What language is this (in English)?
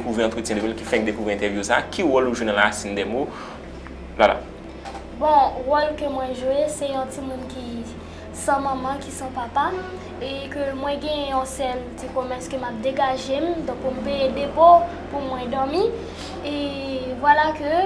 Haitian Creole